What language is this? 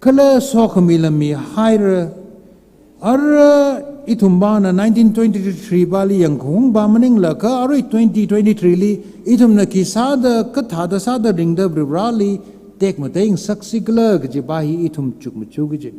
Tangkhul Naga (India)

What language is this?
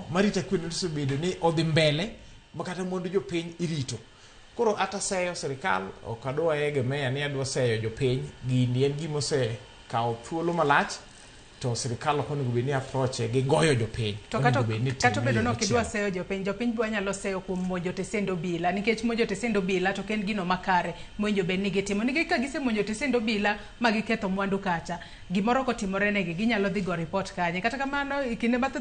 Luo (Kenya and Tanzania)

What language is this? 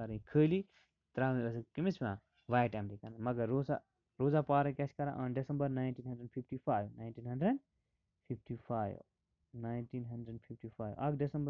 Kashmiri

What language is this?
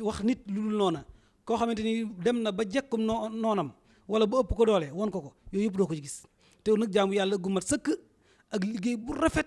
Wolof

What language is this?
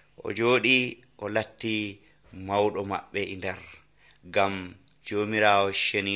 Nigerian Fulfulde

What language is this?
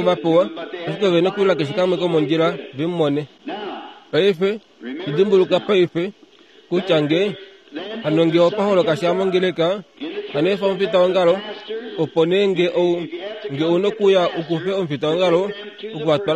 Kuanyama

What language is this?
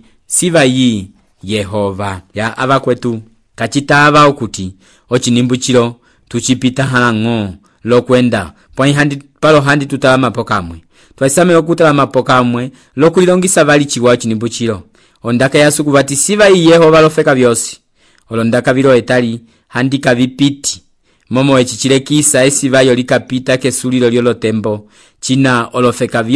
Umbundu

